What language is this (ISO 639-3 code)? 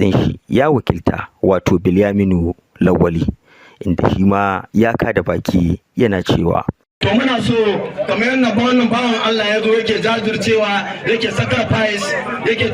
hau